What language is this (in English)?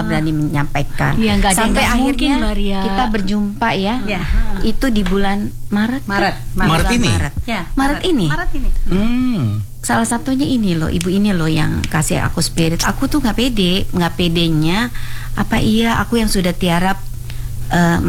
Indonesian